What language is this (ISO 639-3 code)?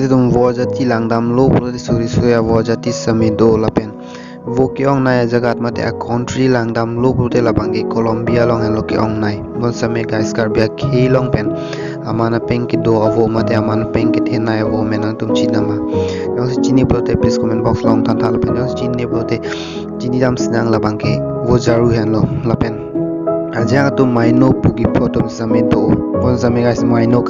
mjw